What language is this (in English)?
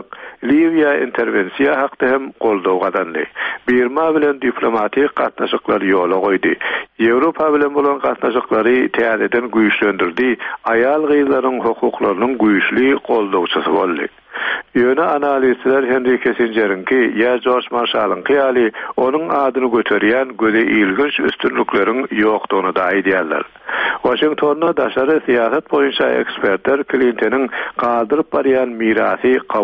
Turkmen